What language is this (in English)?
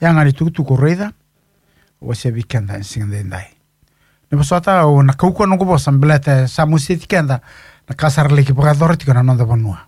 Fijian